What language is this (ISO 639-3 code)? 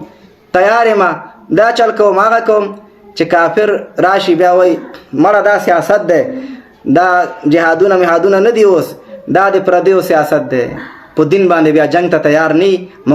pus